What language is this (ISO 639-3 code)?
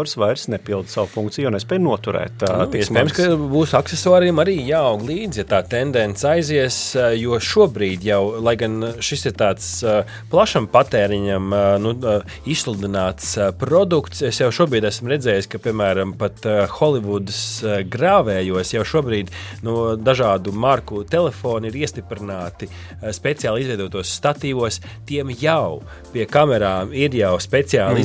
lav